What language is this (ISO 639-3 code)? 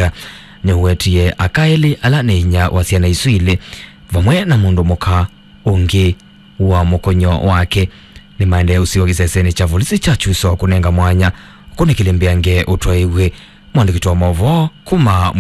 kam